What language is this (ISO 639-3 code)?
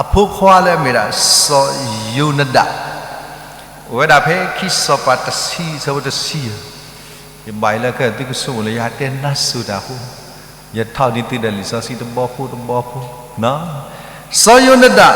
ksw